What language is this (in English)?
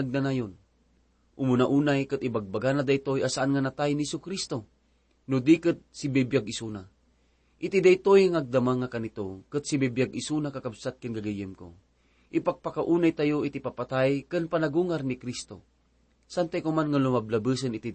Iloko